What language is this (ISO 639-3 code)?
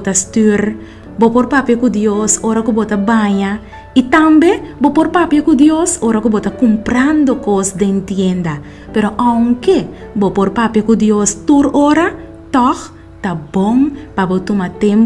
pap